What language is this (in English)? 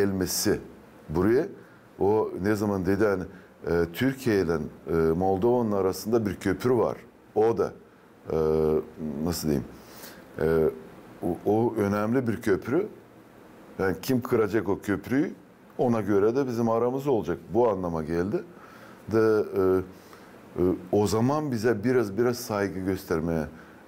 Gagauz